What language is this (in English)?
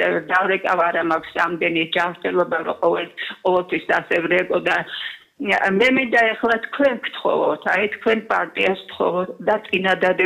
Georgian